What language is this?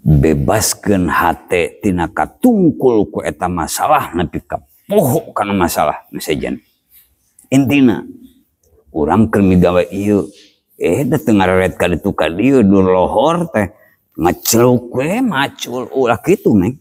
Sundanese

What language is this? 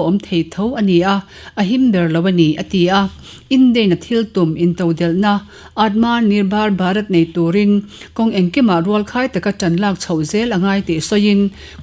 Mizo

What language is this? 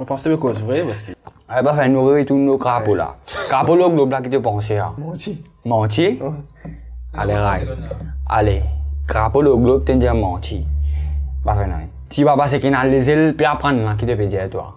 Morisyen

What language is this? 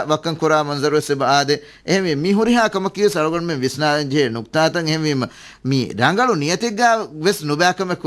Divehi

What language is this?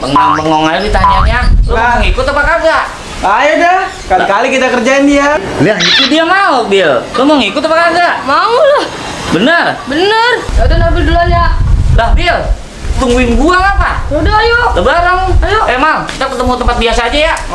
Betawi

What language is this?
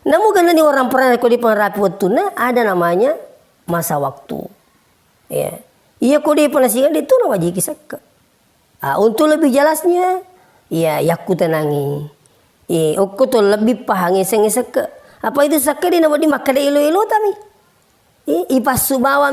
Buginese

